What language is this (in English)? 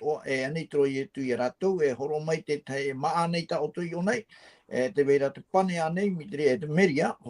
Tahitian